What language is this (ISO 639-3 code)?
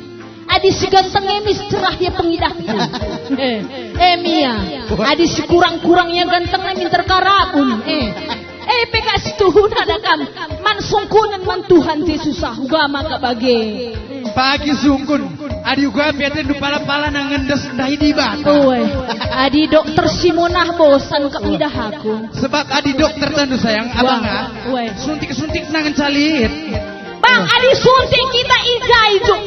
btx